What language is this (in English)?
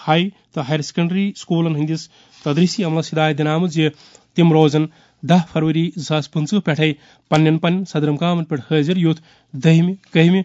Kashmiri